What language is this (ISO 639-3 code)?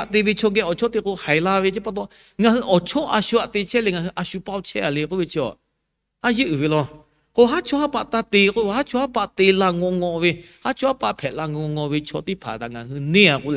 lhu